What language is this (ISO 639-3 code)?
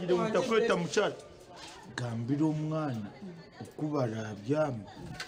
nyn